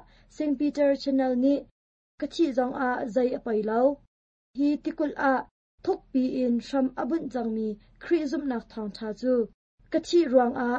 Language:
Hakha Chin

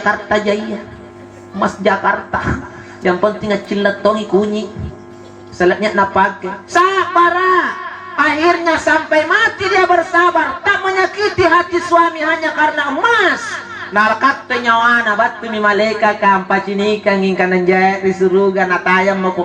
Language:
Makasar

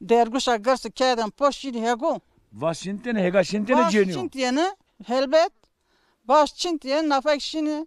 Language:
Zaza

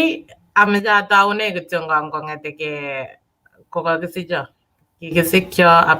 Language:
Kalenjin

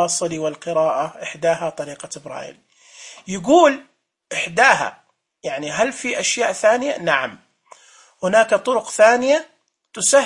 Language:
Najdi Arabic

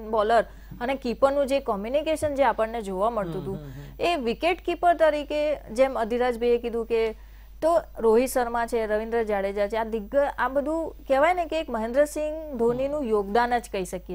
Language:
Gujarati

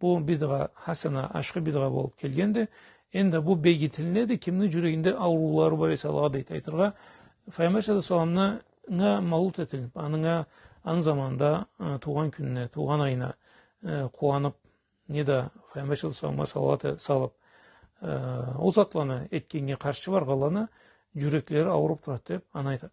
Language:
Karachay-Balkar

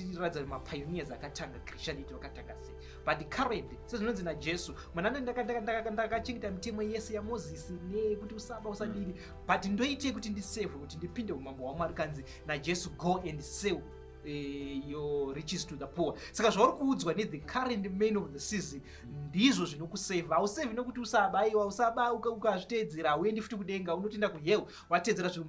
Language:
Shona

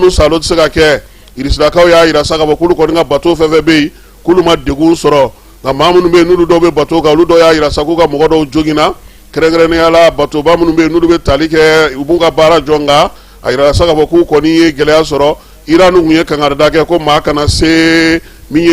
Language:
Bambara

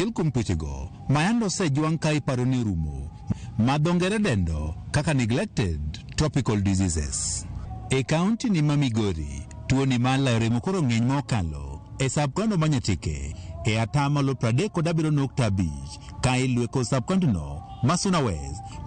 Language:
Luo (Kenya and Tanzania)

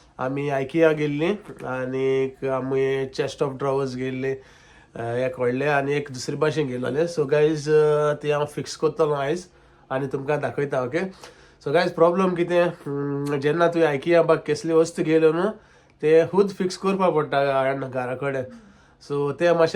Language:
Konkani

